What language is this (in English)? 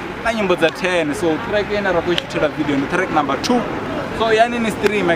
Venda